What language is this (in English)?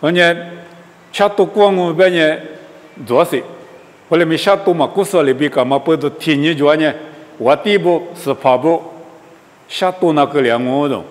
Lisu